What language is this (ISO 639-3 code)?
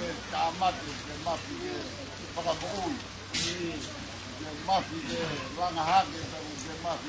ton